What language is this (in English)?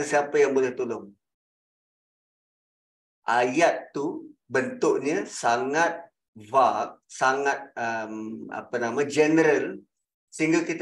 Malay